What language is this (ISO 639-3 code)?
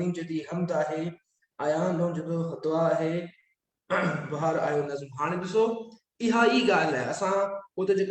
snd